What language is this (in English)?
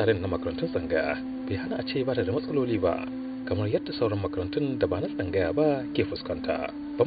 Hausa